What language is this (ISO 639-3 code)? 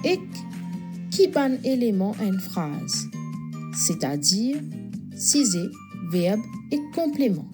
mfe